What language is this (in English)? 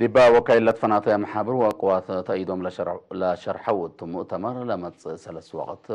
Tigre